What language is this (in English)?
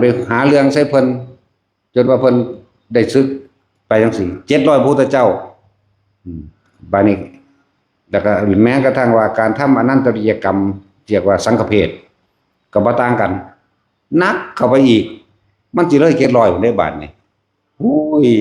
Lao